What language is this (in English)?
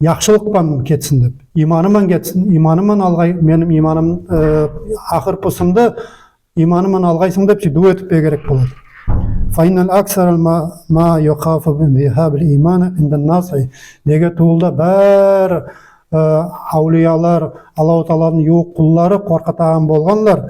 Nogai